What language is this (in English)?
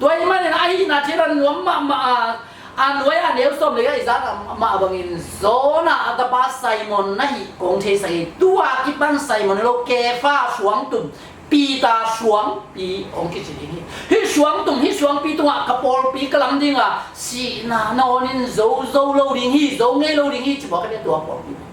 Tedim Chin